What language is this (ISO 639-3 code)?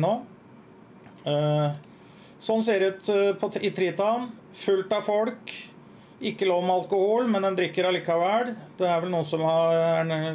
nor